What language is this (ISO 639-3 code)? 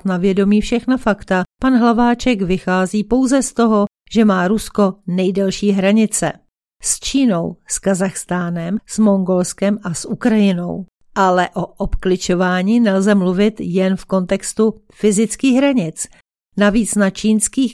ces